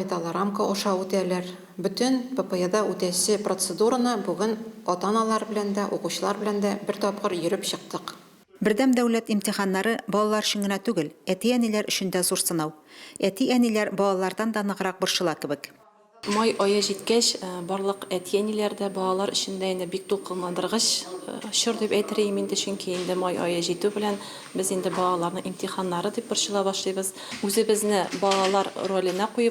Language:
Tatar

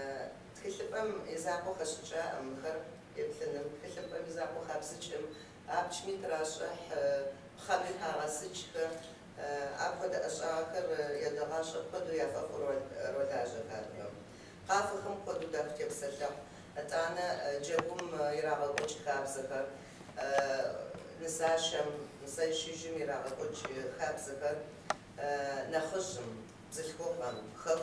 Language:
Kabardian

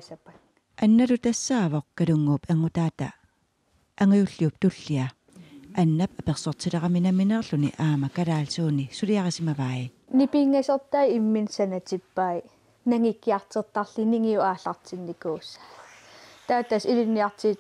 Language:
Kalaallisut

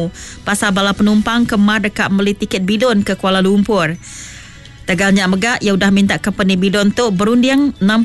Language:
Iban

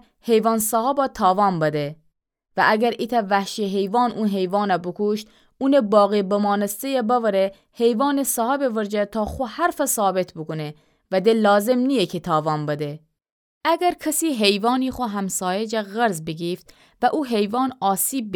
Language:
Gilaki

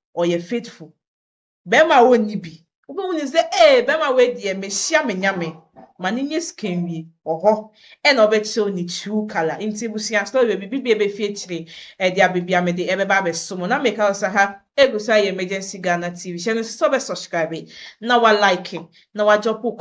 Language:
Akan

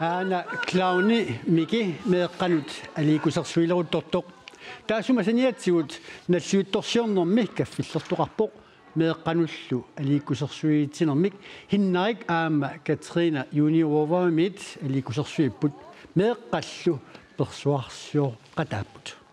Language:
Kalaallisut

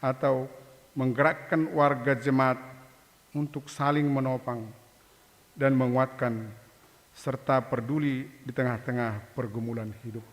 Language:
Batak Simalungun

